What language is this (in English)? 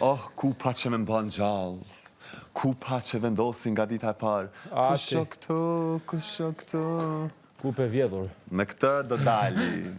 Albanian